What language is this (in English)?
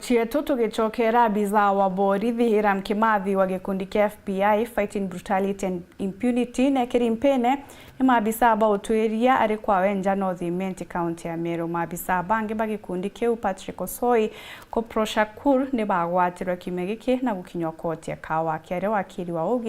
Meru